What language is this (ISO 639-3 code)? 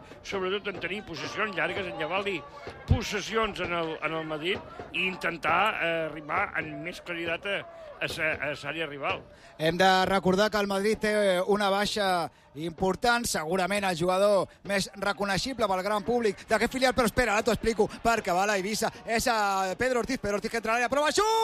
cat